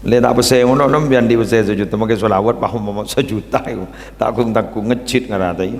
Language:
Madurese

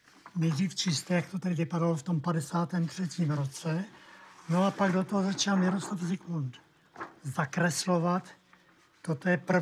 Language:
Czech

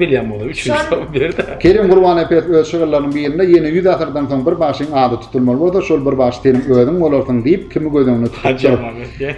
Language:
Turkmen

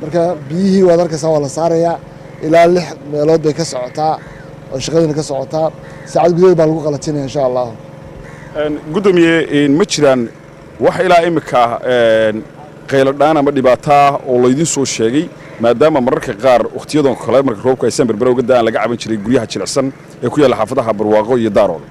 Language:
Somali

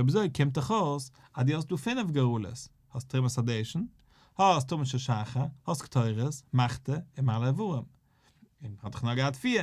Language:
Yiddish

